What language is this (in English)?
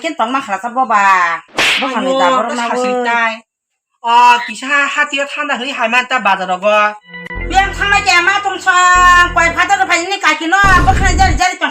Kok Borok